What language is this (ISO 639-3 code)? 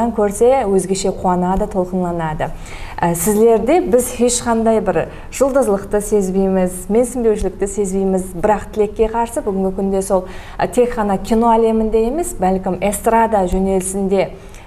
kaa